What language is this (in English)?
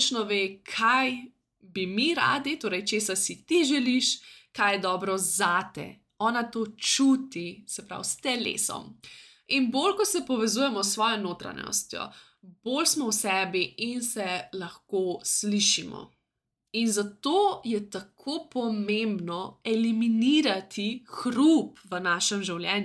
Slovenian